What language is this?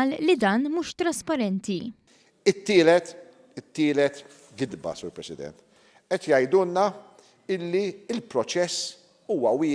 Maltese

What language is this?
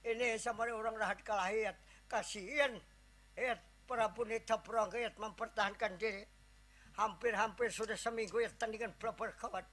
Banjar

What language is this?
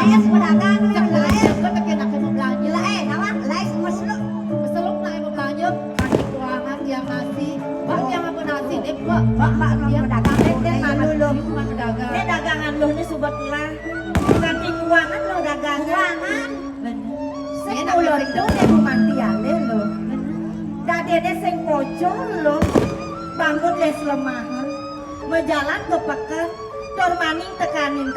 Balinese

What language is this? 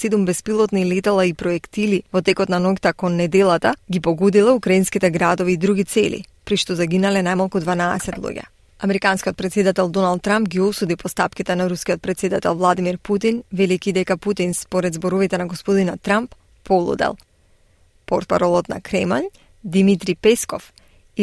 Macedonian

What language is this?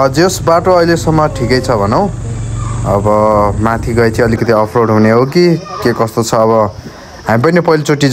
Nepali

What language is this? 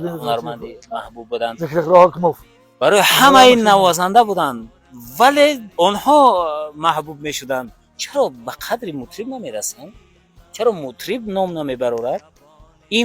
Tajik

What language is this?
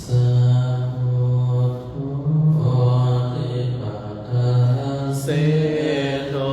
Pali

